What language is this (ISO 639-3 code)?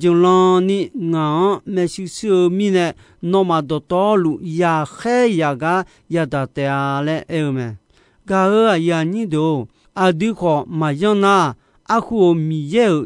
ahk